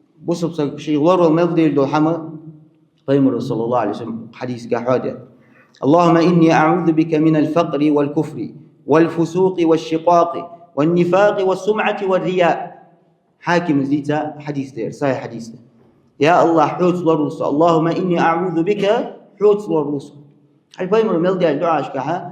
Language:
Ingush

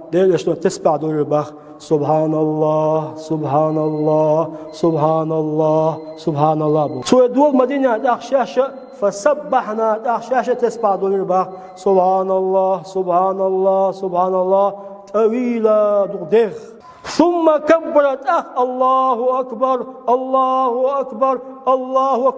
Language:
Chechen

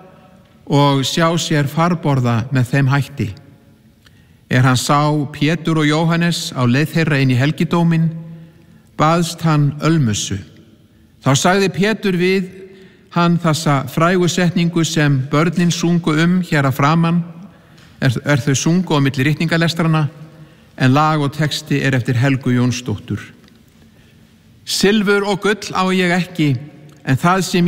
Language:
Icelandic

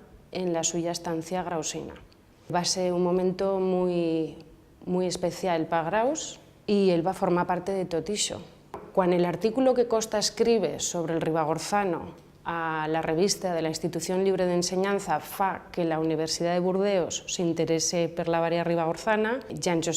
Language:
Aragonese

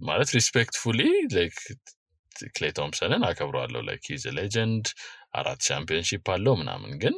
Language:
Amharic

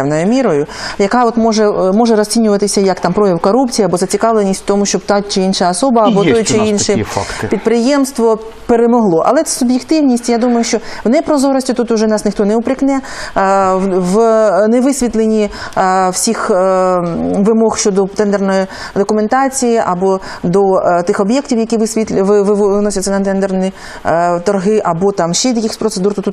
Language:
Ukrainian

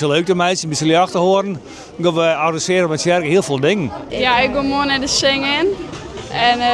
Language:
Western Frisian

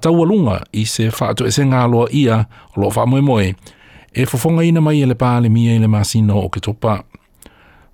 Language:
Samoan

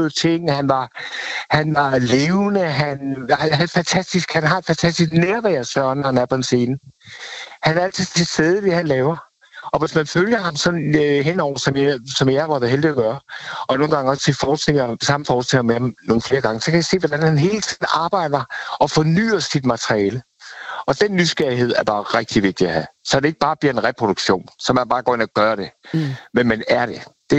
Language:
Danish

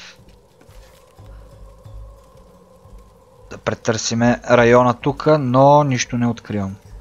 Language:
Bulgarian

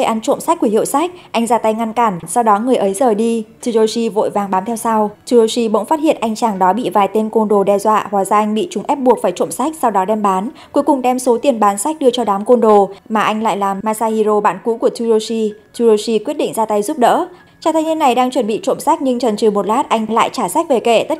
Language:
Vietnamese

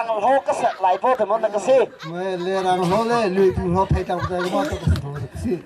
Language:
Hakha Chin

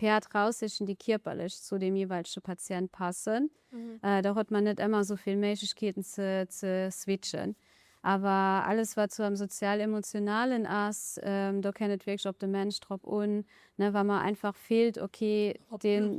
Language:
Luxembourgish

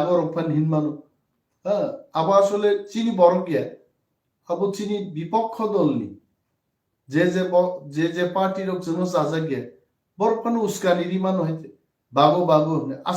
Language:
Kok Borok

